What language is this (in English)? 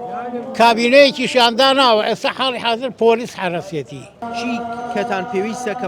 Central Kurdish